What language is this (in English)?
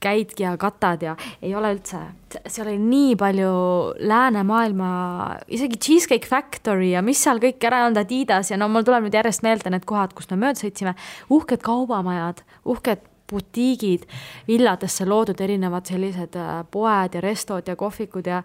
Estonian